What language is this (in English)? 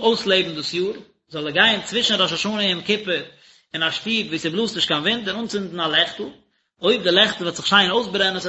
Yiddish